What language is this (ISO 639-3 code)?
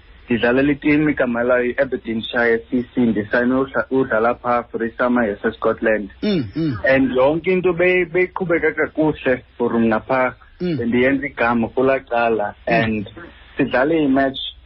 xho